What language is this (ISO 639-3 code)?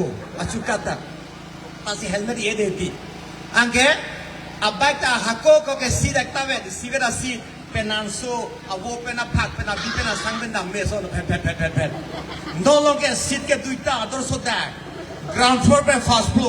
mjw